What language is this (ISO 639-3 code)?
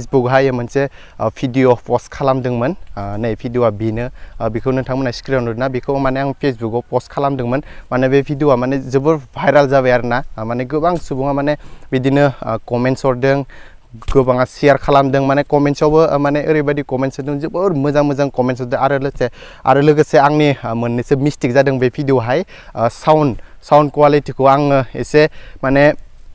brx